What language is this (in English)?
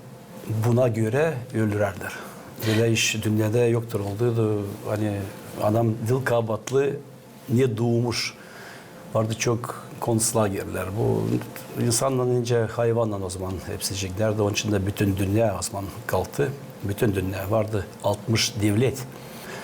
Gagauz